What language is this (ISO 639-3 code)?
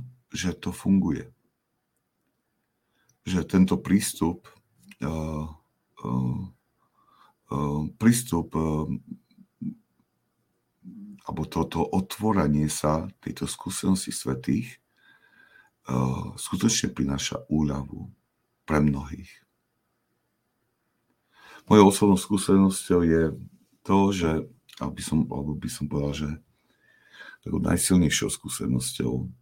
slk